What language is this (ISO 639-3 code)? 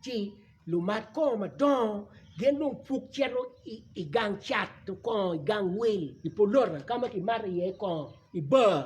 ach